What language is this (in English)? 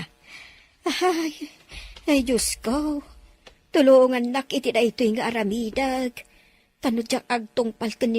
Iloko